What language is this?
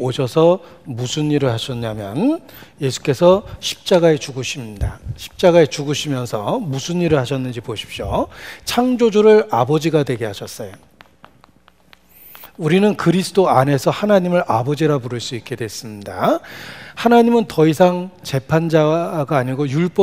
Korean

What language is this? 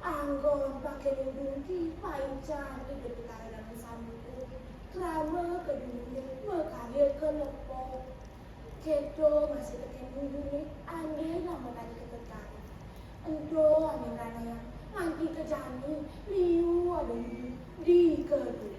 Balinese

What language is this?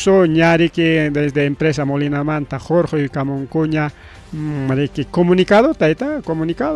Ayacucho Quechua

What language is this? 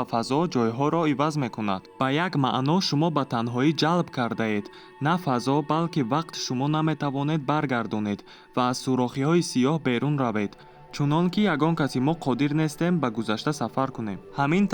Tajik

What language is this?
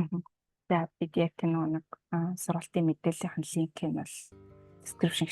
Mongolian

